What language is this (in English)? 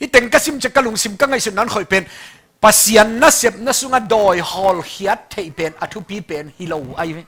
Tedim Chin